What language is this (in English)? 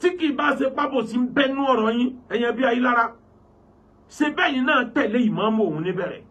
Yoruba